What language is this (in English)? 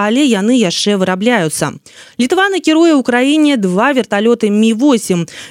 Belarusian